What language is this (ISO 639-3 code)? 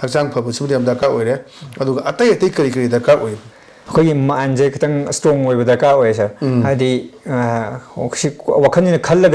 mni